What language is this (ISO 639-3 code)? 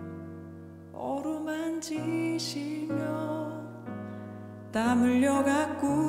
kor